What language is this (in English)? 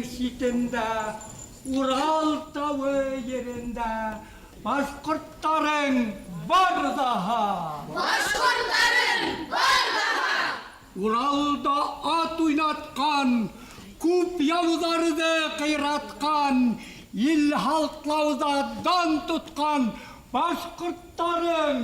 Bashkir